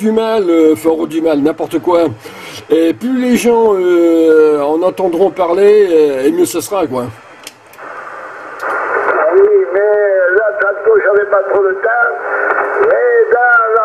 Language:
French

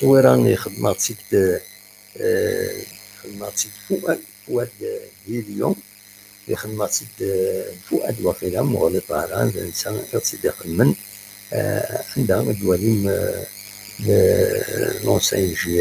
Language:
Kabyle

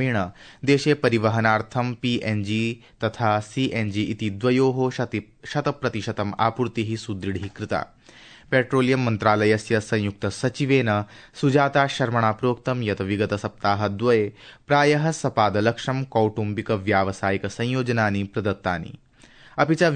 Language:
Sanskrit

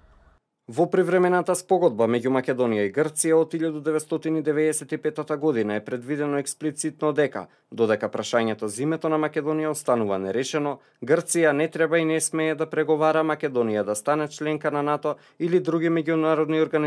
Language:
Macedonian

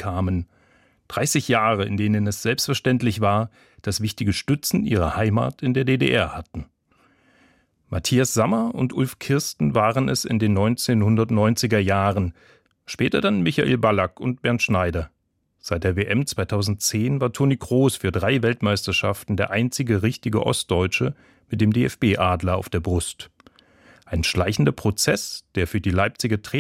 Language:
German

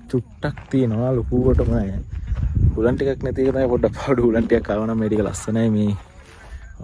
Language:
Sinhala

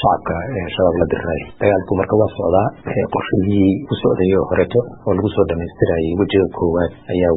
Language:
Somali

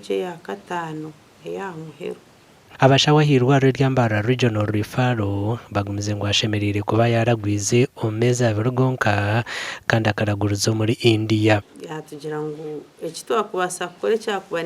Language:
Nyankole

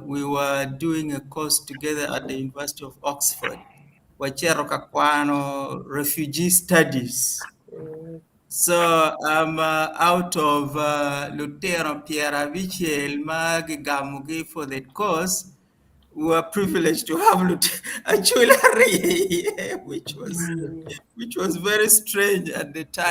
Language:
Acoli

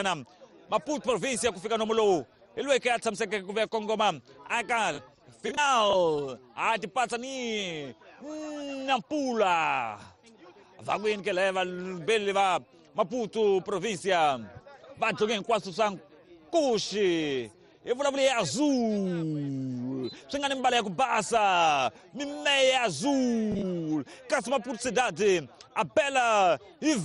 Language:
Tsonga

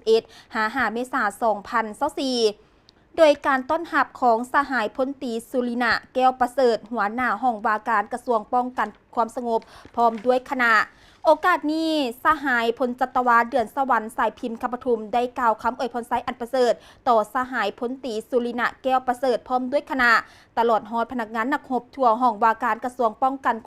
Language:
Lao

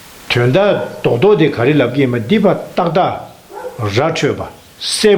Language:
Tibetan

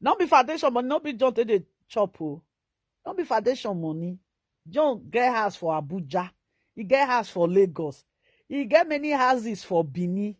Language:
Nigerian Pidgin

